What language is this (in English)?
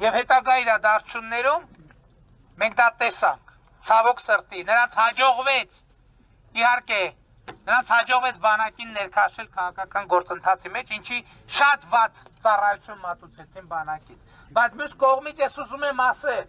Armenian